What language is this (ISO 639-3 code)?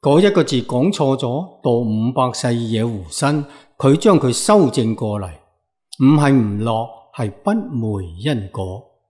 yue